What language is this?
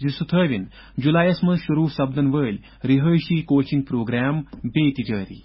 Kashmiri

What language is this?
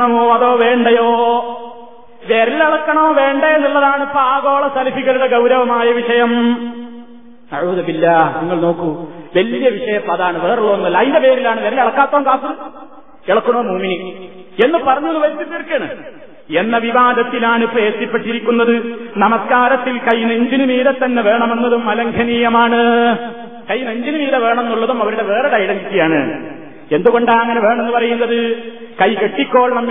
Malayalam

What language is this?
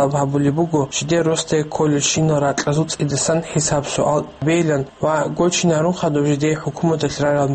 Avaric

